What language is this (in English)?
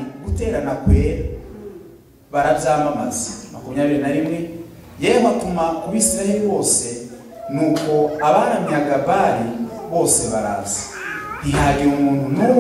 Kinyarwanda